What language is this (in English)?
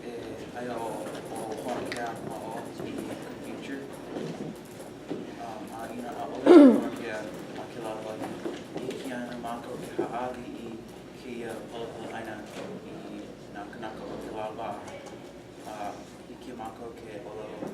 Hawaiian